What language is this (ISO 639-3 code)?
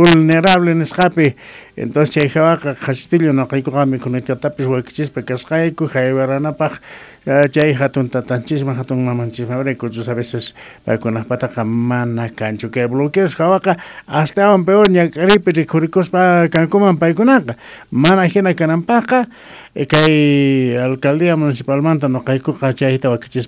que